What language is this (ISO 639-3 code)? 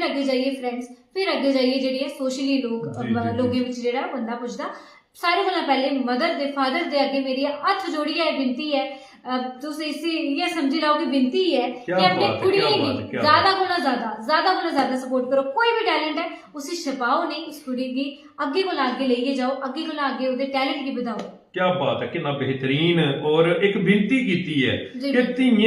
doi